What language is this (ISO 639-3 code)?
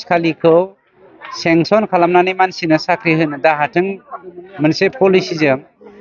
brx